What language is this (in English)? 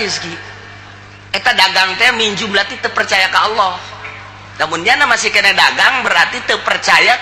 Sundanese